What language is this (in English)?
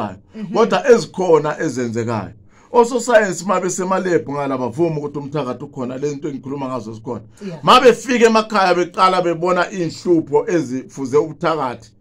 Zulu